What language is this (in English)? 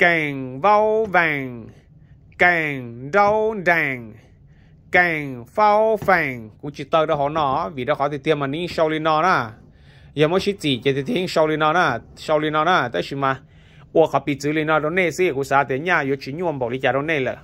Hmong